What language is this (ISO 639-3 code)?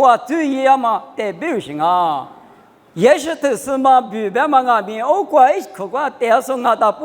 lis